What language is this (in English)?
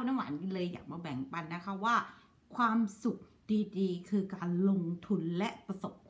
Thai